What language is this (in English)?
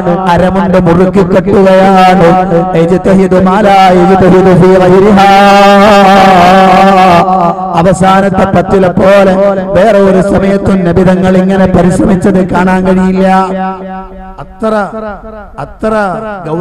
Malayalam